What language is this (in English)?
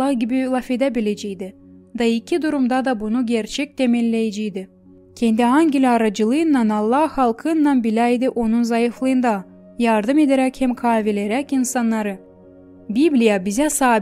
Gagauz